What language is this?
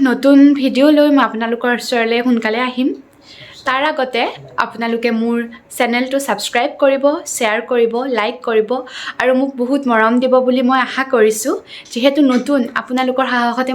Assamese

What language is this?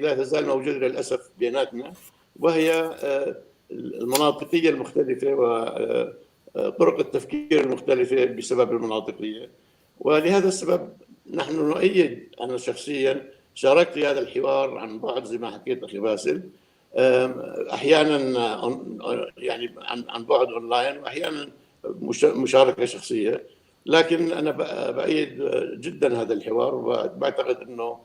North Levantine Arabic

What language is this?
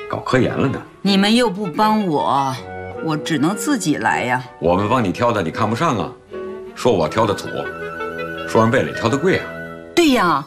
Chinese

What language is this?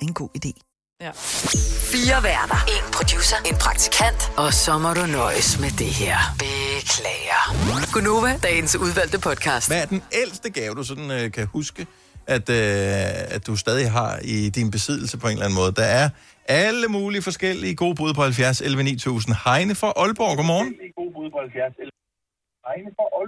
Danish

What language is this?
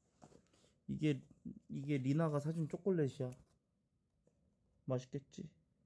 Korean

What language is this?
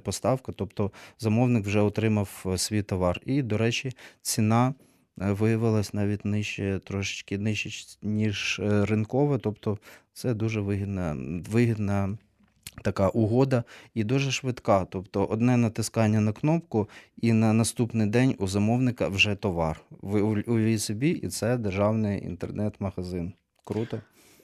Ukrainian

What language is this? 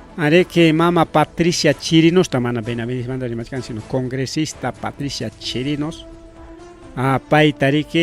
Ayacucho Quechua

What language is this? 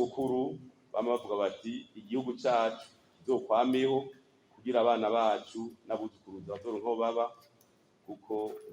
Rundi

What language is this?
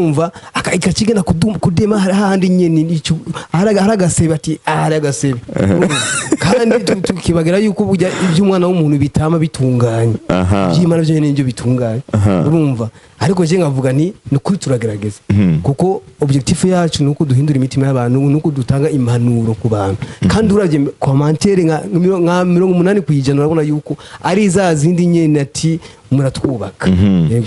Rundi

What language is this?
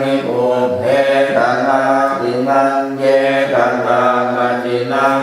Pali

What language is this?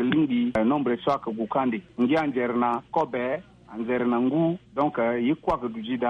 Sango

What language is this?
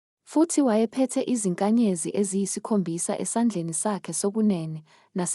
Zulu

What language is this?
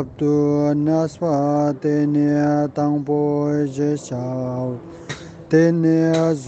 Ladakhi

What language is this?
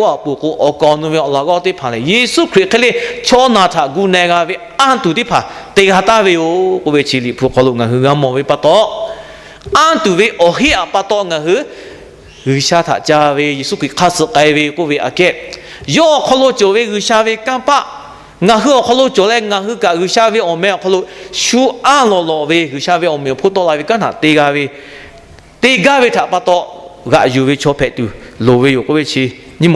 Lahu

